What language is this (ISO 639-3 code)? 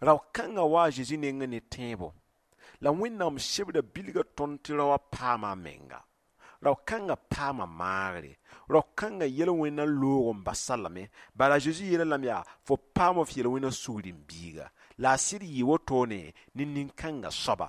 mos